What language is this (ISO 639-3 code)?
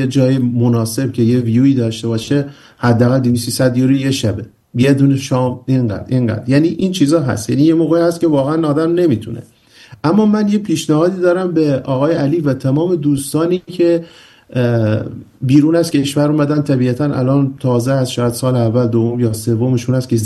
fas